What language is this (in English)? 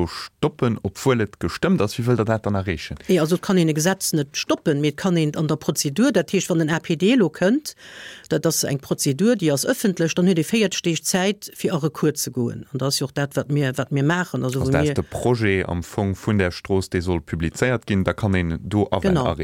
Luxembourgish